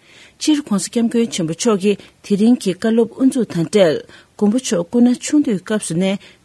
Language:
Tibetan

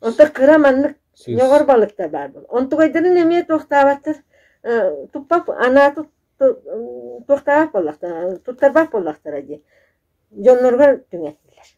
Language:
Yakut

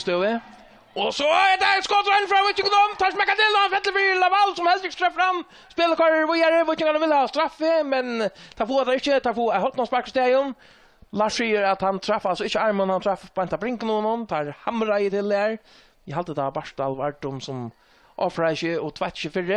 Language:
Faroese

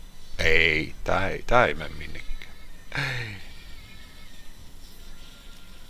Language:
Finnish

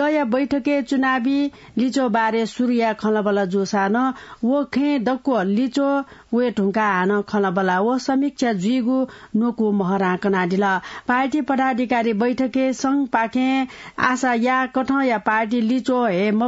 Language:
Newari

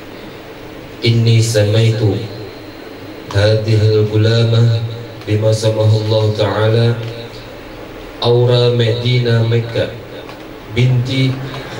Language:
Indonesian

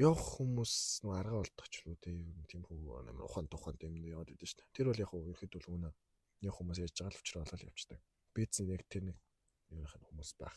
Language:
Mongolian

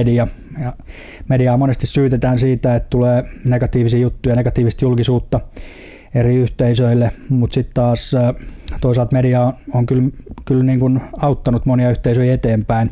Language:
Finnish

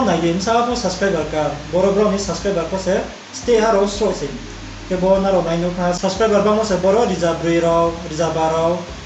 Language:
Riang (India)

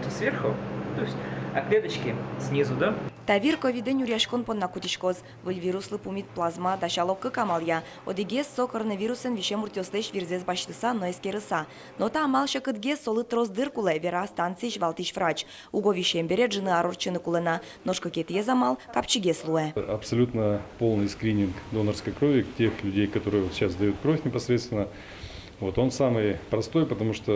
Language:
Udmurt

